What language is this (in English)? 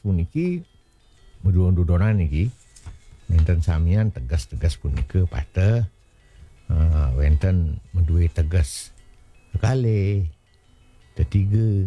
Balinese